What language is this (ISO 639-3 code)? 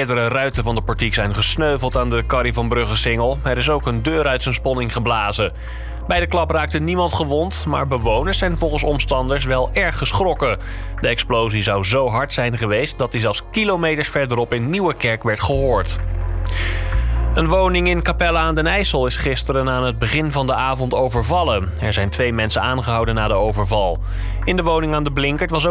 nld